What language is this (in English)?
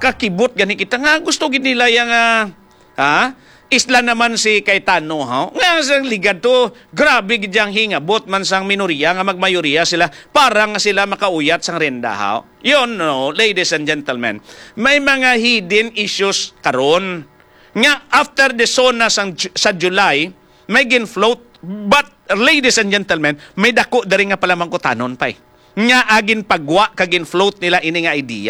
Hiligaynon